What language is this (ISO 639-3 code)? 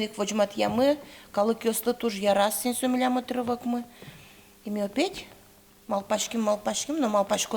udm